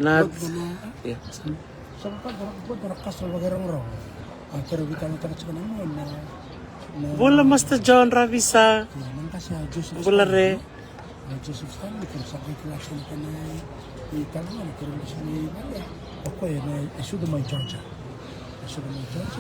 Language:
Fijian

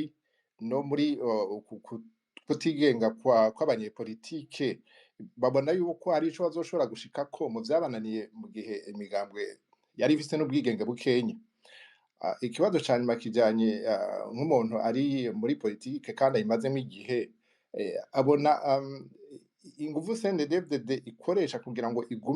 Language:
Rundi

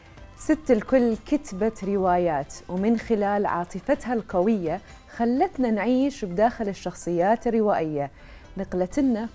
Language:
Mesopotamian Arabic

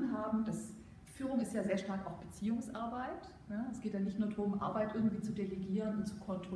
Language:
German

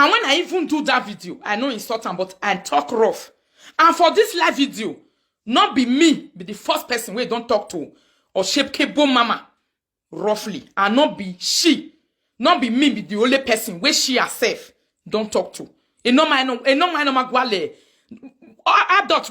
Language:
Nigerian Pidgin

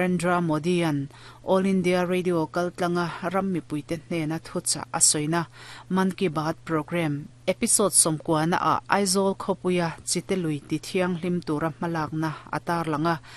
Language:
Mizo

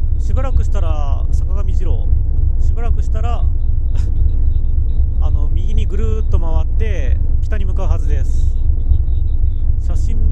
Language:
Japanese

